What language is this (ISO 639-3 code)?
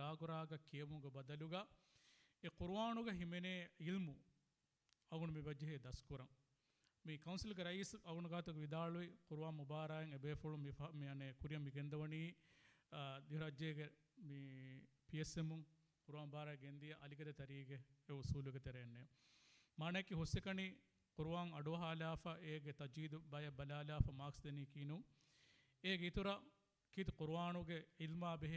div